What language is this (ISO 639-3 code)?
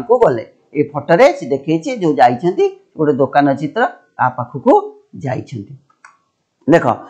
ori